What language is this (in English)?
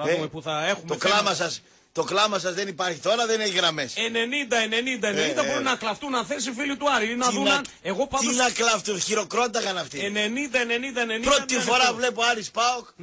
Greek